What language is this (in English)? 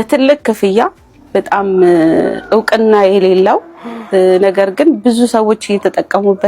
Amharic